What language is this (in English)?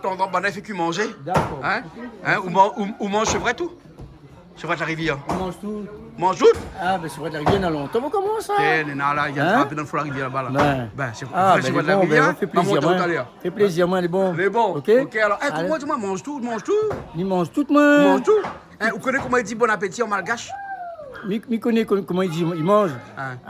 Réunion Creole French